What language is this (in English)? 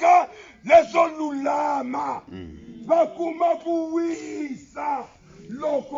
Tsonga